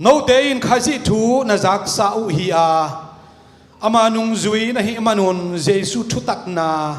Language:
Tedim Chin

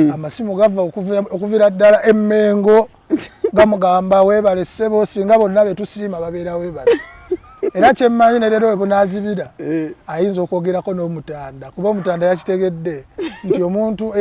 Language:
Ganda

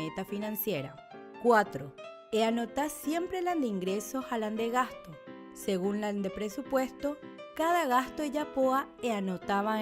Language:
Guarani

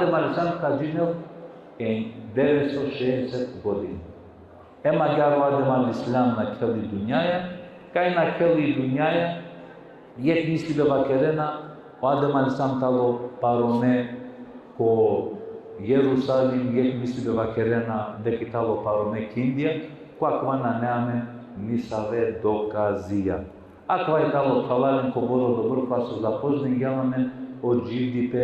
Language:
Balkan Romani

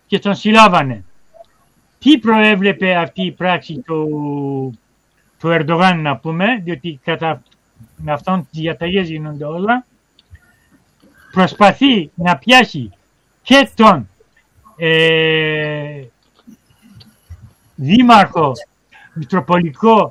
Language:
Greek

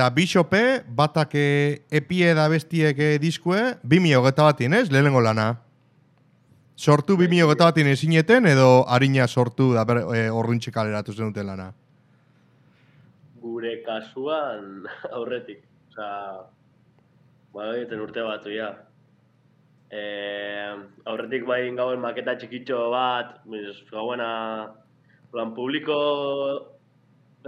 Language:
Basque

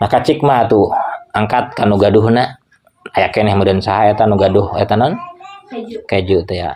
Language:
Sundanese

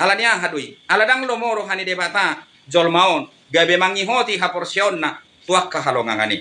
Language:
Batak Toba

